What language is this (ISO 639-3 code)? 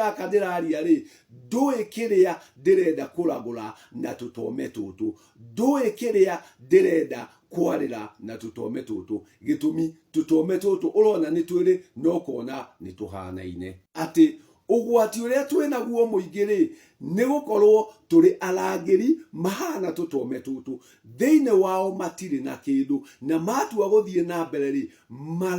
kik